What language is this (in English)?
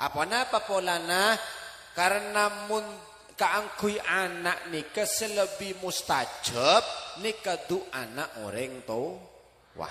Madurese